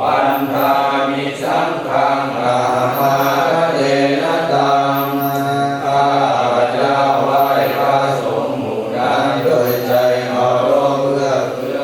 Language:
Pali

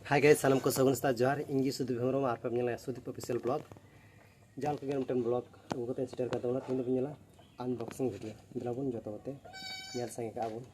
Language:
Santali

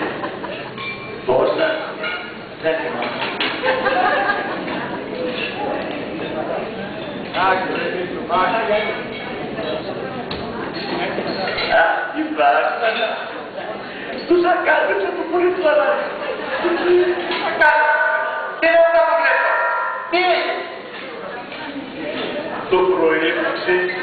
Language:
Greek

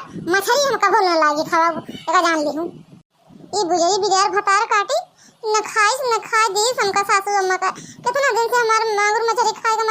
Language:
Awadhi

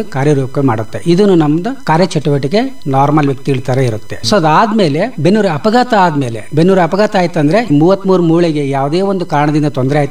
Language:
Kannada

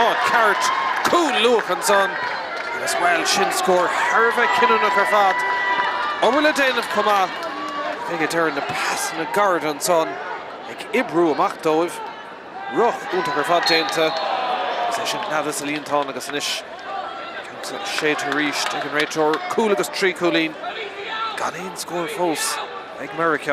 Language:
Irish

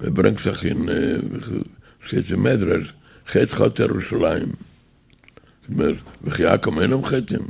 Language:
Yiddish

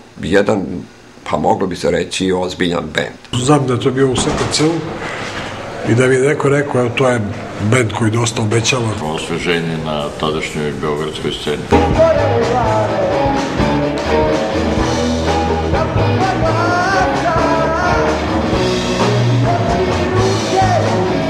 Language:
Serbian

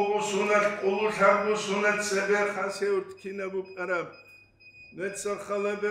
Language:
Avaric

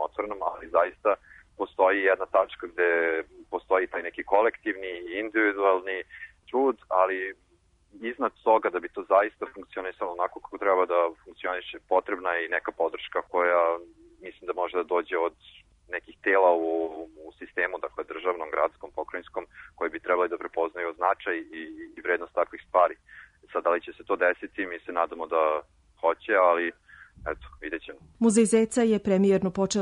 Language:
Serbian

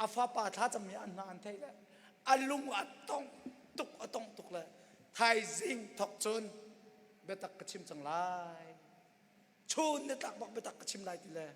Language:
Hakha Chin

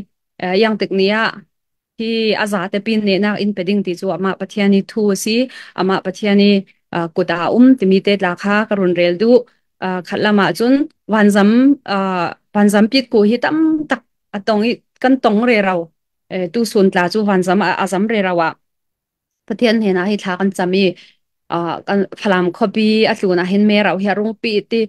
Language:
Falam Chin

